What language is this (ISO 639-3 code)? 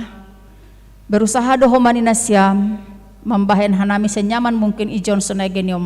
bts